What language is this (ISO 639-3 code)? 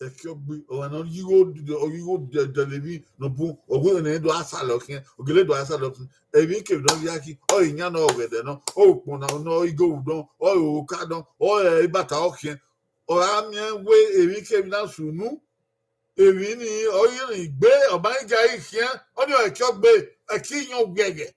bin